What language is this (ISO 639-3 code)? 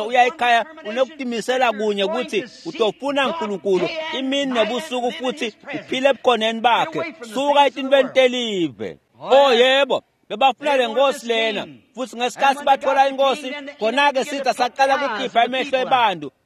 ssw